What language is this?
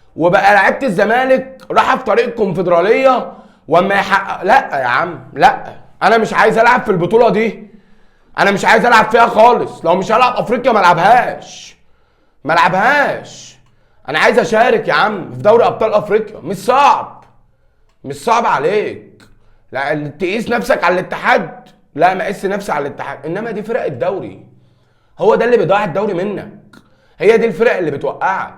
Egyptian Arabic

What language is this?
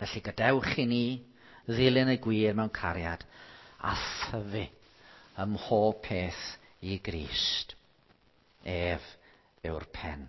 Welsh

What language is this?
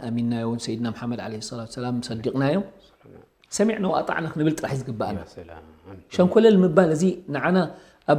Tigrinya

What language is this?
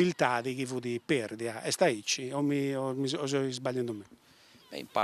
Sardinian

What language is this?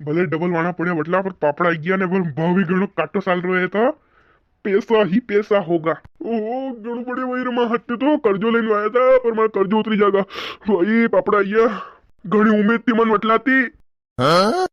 Rajasthani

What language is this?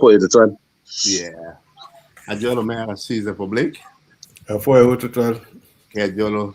Acoli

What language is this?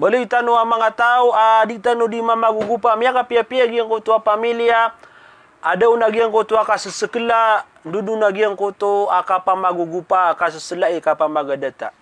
Maranao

